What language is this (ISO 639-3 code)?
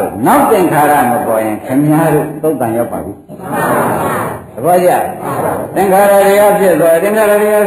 mya